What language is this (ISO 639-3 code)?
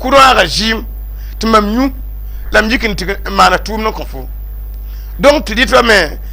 mos